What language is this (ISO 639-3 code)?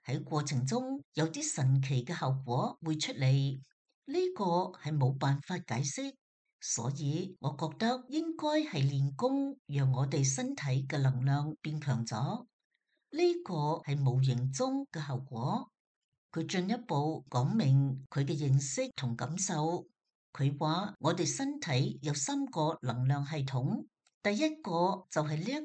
yue